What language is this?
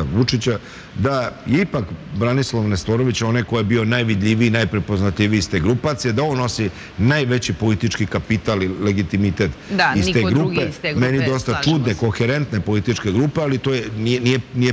Serbian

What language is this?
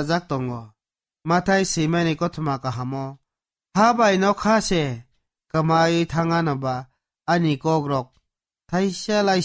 Kok Borok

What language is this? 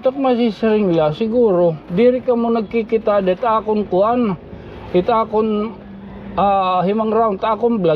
Waray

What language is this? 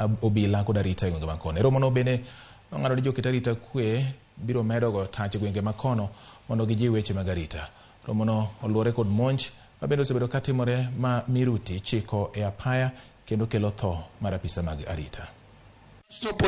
Luo (Kenya and Tanzania)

